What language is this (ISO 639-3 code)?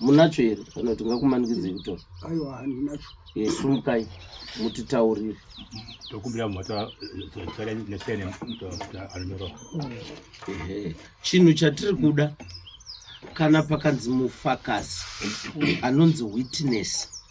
sna